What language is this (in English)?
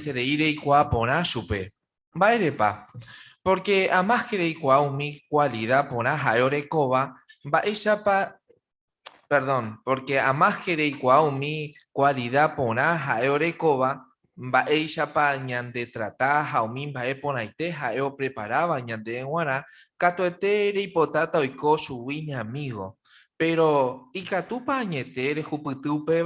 Guarani